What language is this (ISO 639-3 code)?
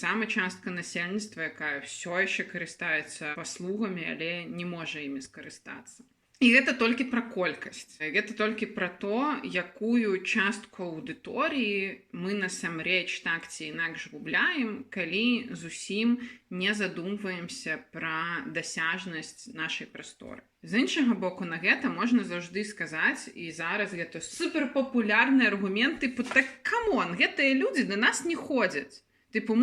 bel